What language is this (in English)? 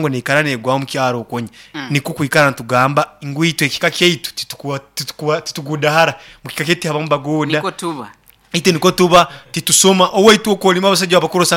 Nyankole